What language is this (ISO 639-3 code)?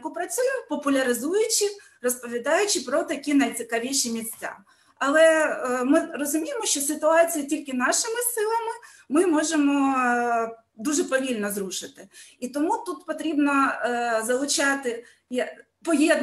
ukr